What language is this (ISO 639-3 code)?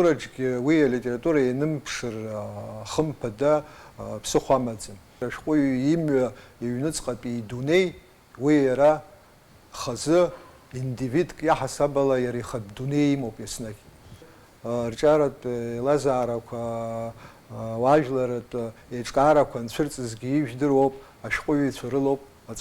abk